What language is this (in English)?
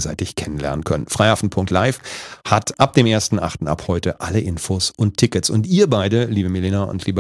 German